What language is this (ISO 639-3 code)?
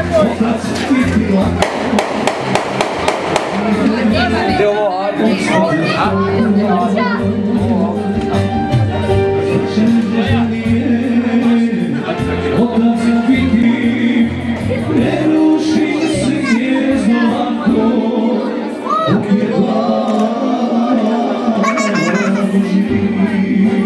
hrv